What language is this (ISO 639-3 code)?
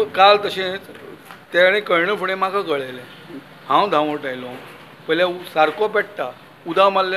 kok